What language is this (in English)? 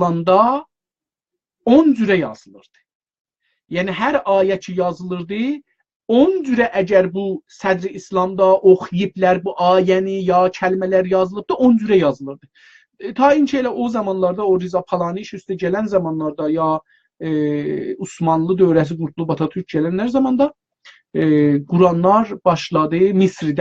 South Azerbaijani